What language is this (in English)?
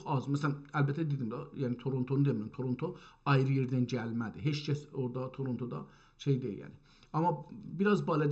South Azerbaijani